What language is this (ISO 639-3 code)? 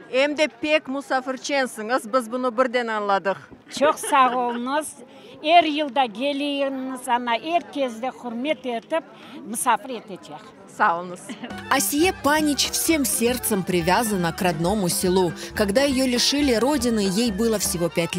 crh